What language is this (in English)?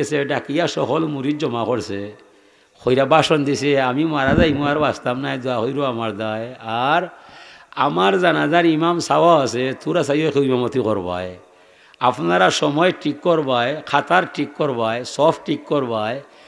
Sylheti